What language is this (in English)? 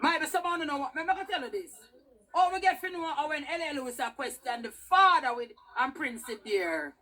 Jamaican Creole English